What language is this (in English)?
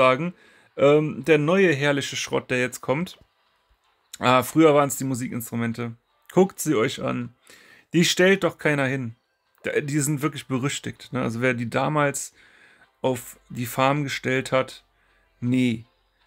German